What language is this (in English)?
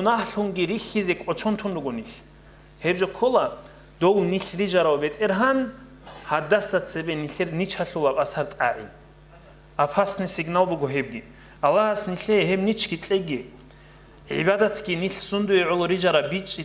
Avaric